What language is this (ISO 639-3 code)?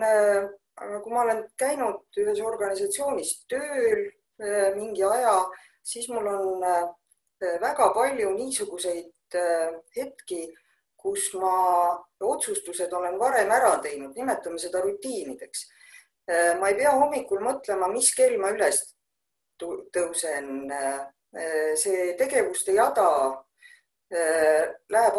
est